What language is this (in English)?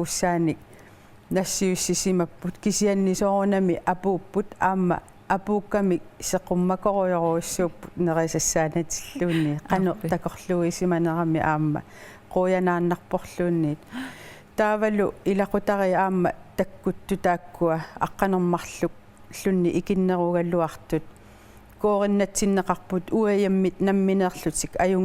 Kalaallisut